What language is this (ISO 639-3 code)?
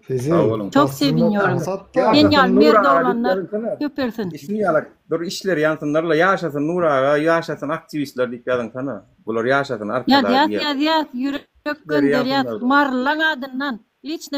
tuk